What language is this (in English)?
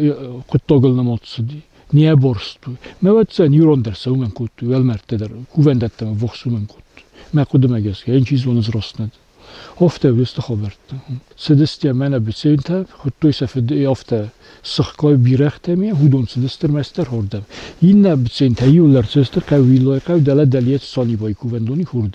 Ossetic